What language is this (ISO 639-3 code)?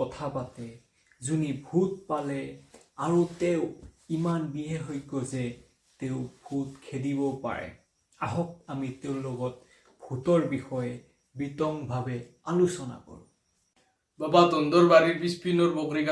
asm